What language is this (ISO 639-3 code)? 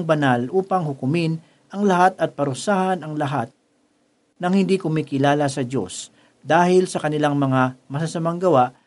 fil